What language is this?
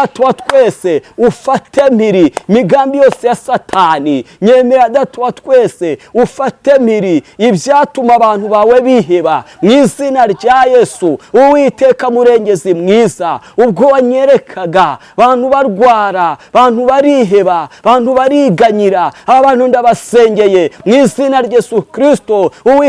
Kinyarwanda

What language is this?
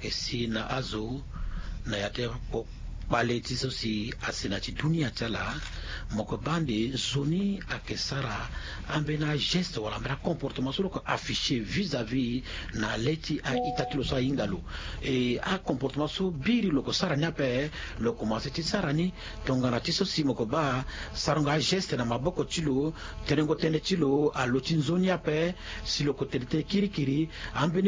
Sango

